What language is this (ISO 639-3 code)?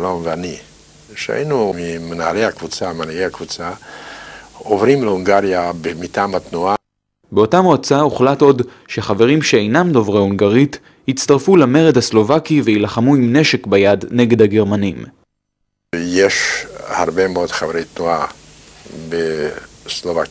heb